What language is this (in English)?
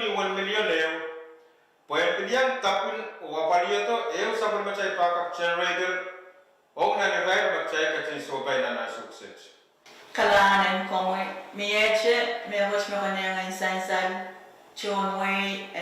Pohnpeian